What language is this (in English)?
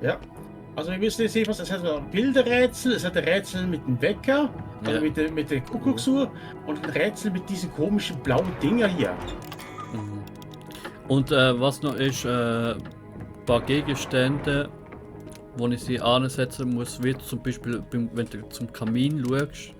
Swiss German